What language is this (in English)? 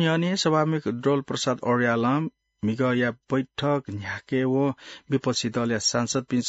Newari